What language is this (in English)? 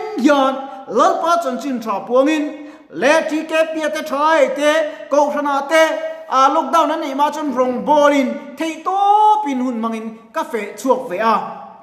Mizo